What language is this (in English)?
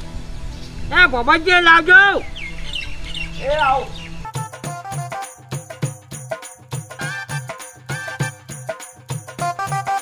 Gujarati